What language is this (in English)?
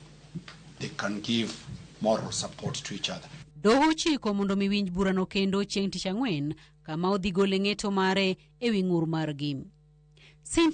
Luo (Kenya and Tanzania)